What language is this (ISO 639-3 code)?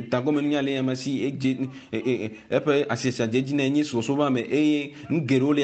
ewe